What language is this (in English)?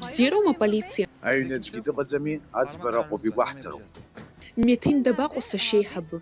Abkhazian